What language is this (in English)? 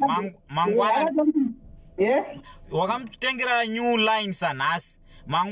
Shona